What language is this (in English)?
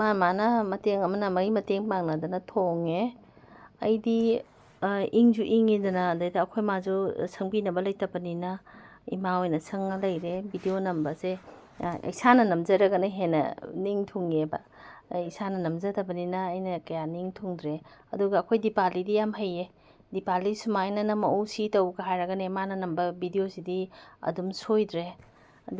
Manipuri